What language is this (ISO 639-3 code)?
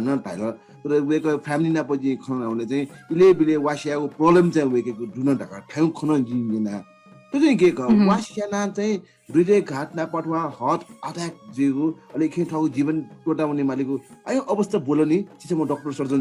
new